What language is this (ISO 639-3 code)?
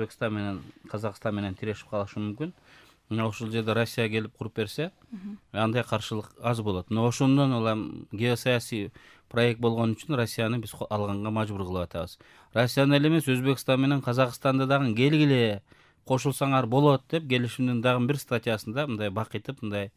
kir